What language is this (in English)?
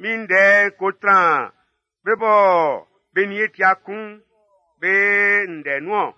Baoulé